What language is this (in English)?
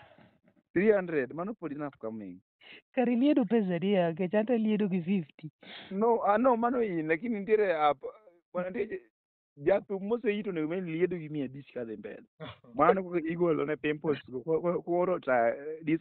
Luo (Kenya and Tanzania)